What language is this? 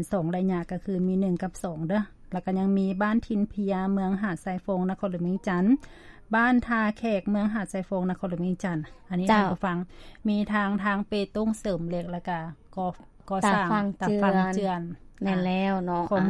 Lao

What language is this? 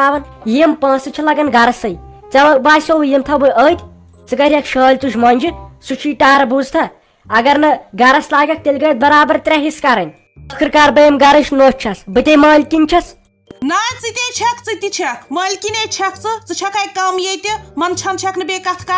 Kashmiri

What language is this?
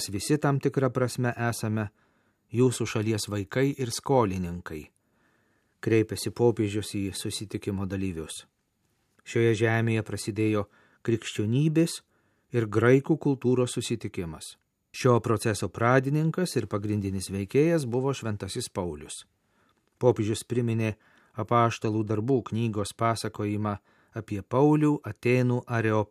Lithuanian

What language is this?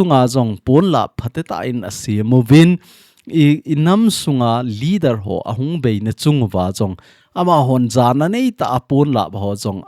Thado Chin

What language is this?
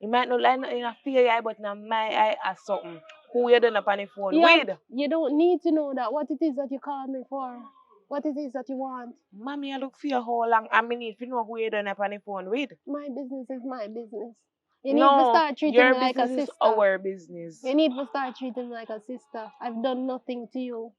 Jamaican Creole English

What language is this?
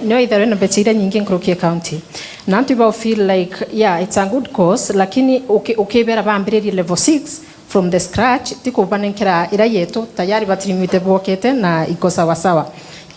Meru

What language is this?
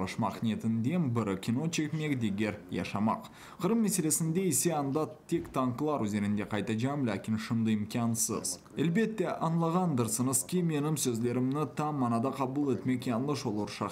Crimean Tatar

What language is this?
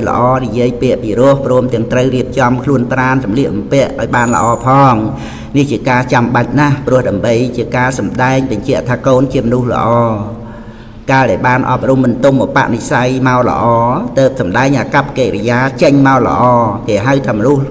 Khmer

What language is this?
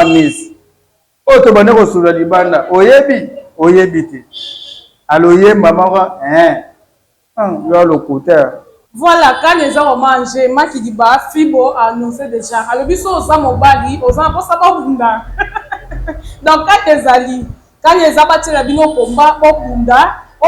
Lingala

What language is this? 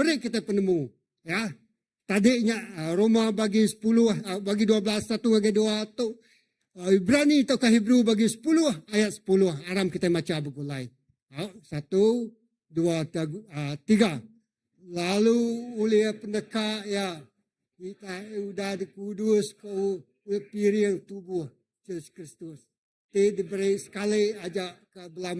Iban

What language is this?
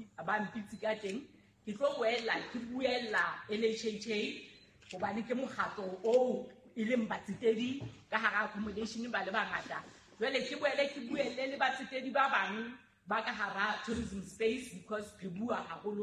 Southern Sotho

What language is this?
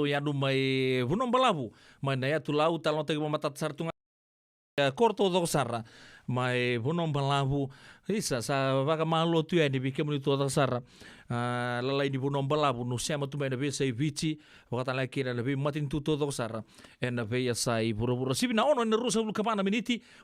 Fijian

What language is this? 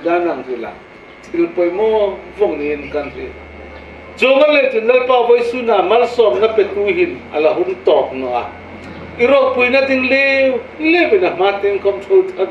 Hmar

